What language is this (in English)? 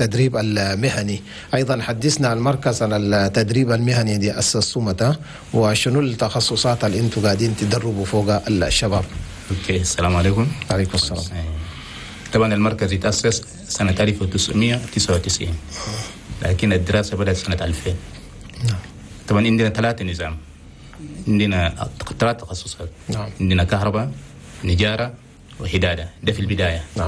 Chadian Arabic